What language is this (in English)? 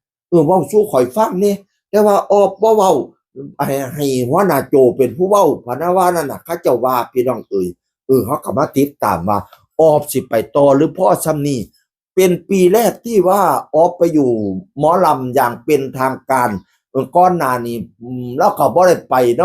Northeastern Thai